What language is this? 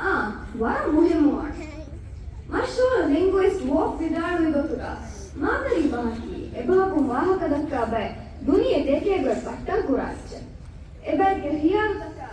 Divehi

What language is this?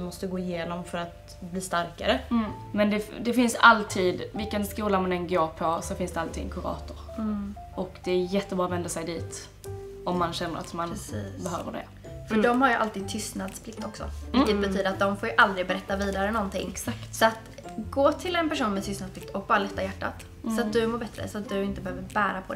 Swedish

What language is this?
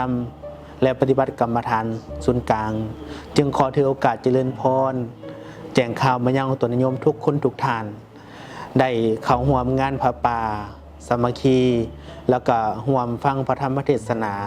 Lao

